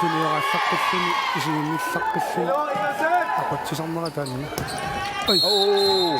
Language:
Kalaallisut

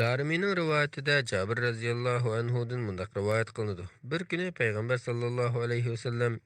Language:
Uyghur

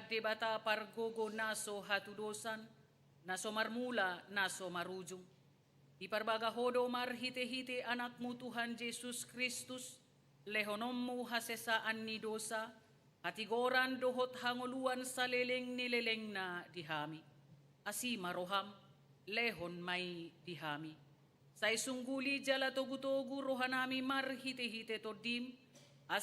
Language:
Batak Toba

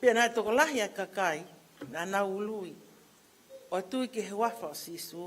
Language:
Tongan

